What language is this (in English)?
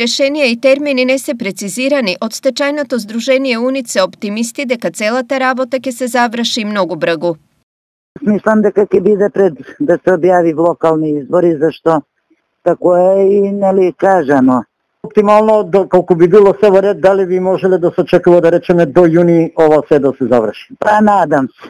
Macedonian